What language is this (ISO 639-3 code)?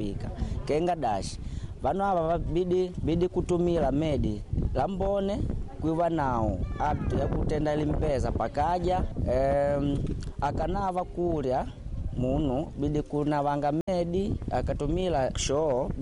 kde